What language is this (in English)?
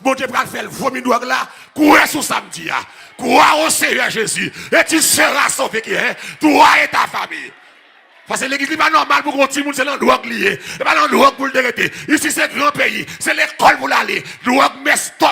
Haitian Creole